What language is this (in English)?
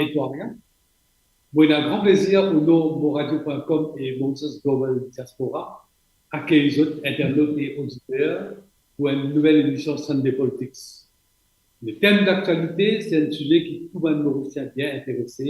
Morisyen